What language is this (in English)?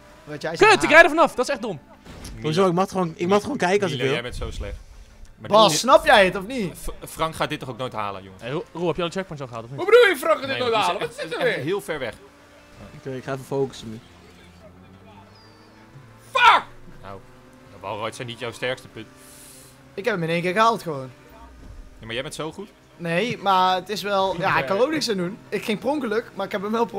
Dutch